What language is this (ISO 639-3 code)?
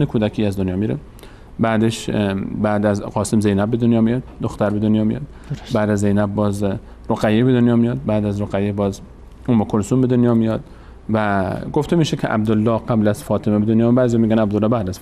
fas